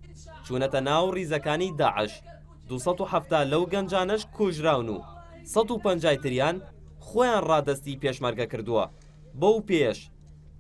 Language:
Central Kurdish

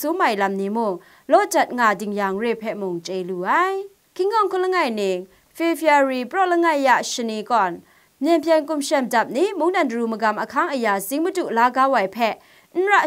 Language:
Kachin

